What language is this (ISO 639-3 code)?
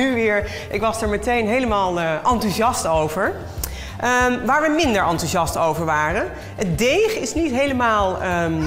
nld